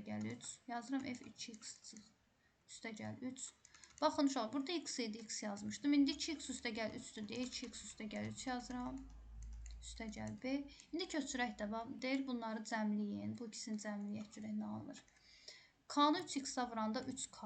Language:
Azerbaijani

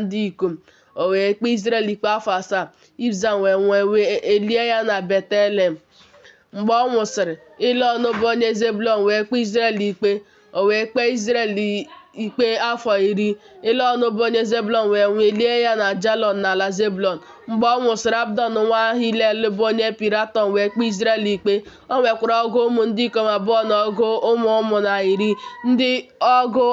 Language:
Igbo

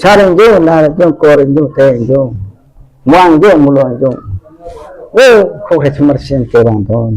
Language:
Karbi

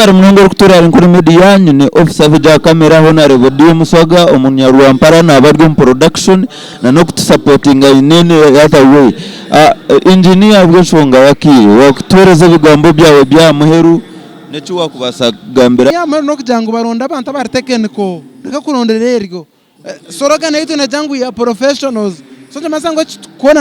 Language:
Nyankole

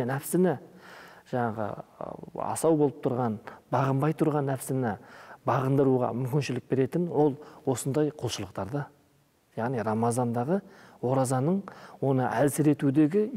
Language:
Kazakh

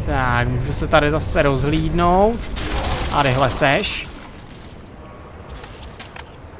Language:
Czech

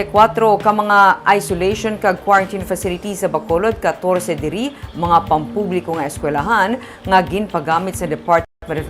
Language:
Hiligaynon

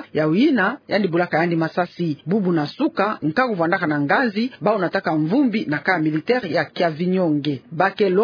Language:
Kituba (Democratic Republic of Congo)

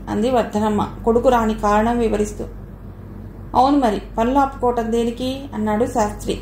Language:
Telugu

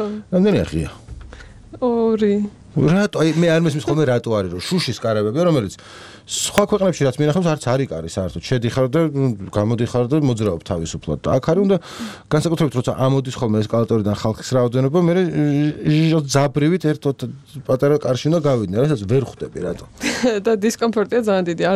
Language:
Georgian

